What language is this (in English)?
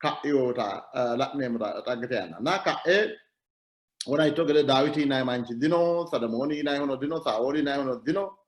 Sidamo